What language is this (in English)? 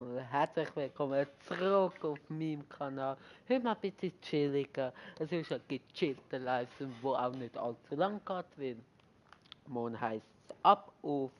Swiss German